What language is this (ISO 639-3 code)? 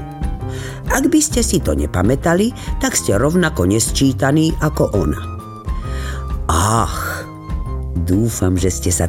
slk